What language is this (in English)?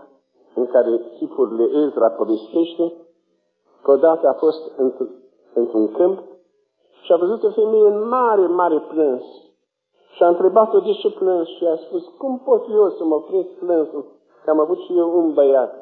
Romanian